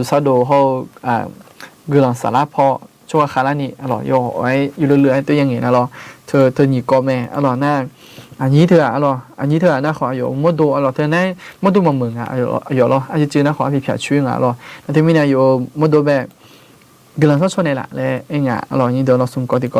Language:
Akha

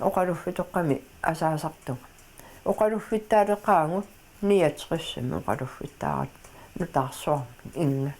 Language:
Kalaallisut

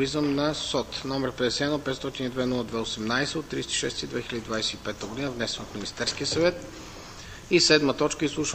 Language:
Bulgarian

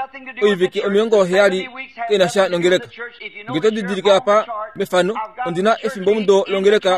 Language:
Kuanyama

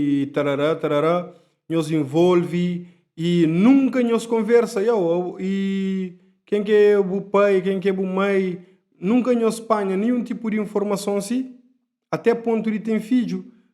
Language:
Kabuverdianu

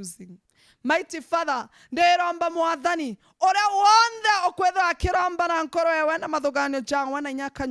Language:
Meru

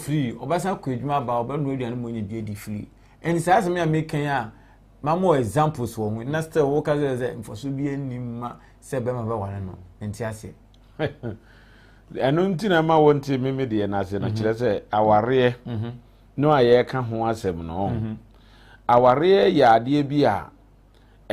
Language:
Akan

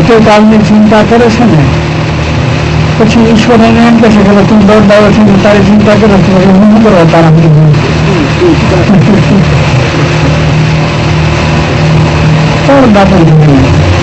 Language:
Gujarati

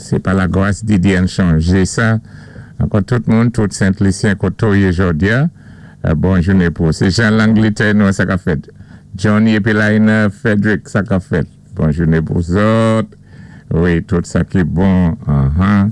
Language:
Saint Lucian Creole French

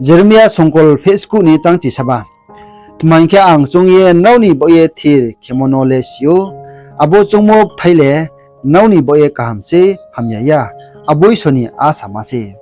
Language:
Riang (India)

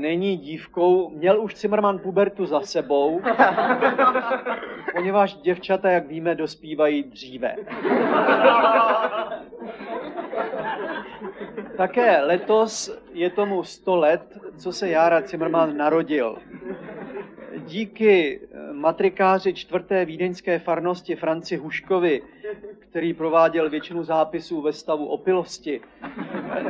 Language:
Czech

